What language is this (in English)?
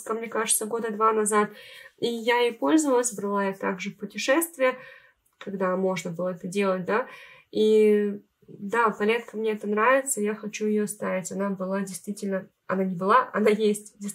Russian